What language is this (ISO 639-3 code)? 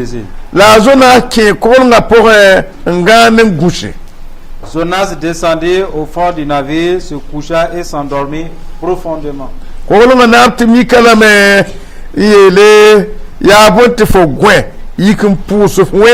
mos